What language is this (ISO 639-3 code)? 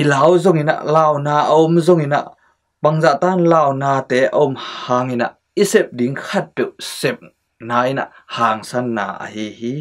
ctd